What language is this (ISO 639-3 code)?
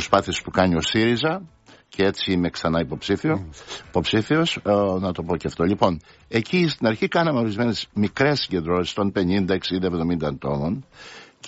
ell